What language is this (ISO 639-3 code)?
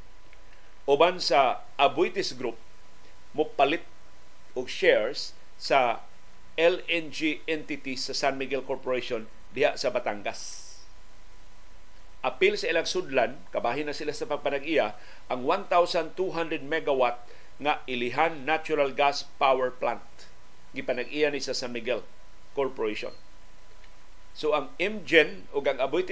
ceb